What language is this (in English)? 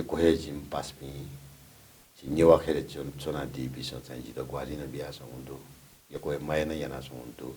Newari